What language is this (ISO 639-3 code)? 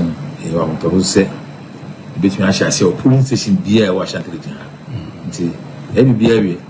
aka